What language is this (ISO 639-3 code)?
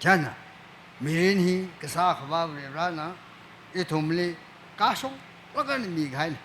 nmf